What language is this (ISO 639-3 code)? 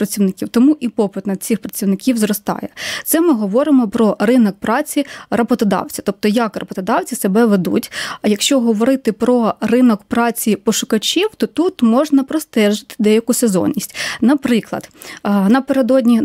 ukr